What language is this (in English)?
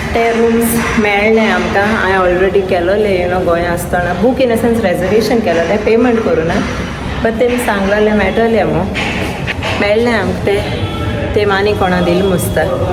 Konkani